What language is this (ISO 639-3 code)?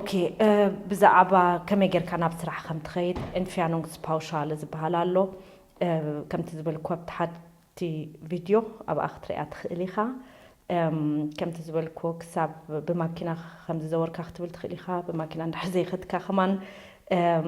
tir